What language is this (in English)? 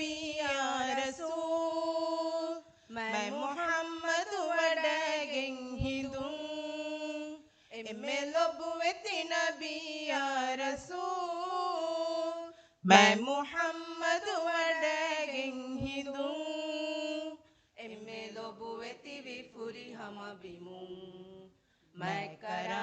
Divehi